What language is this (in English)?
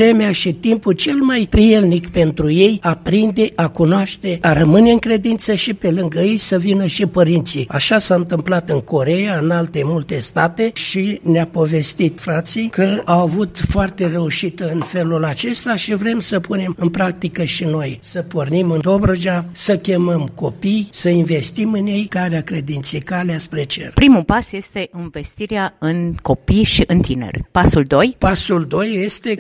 Romanian